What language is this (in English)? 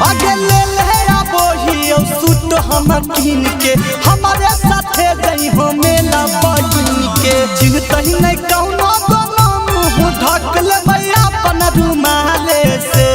Magahi